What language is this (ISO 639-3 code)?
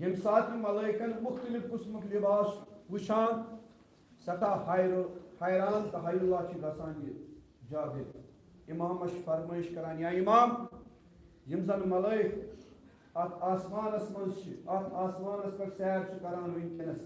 kas